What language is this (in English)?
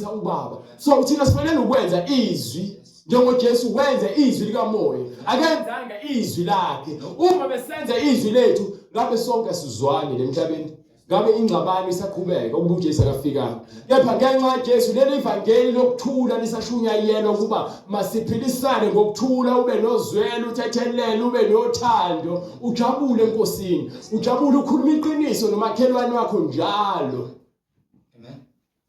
Zulu